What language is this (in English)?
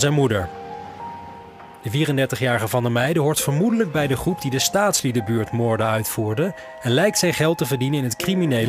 Dutch